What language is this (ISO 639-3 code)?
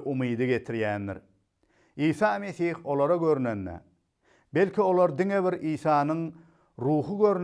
tuk